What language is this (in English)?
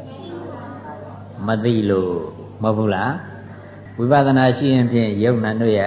Burmese